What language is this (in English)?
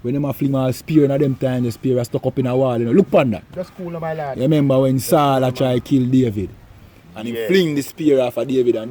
Jamaican Creole English